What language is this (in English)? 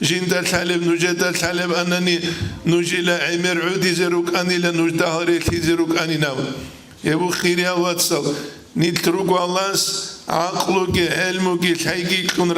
Avaric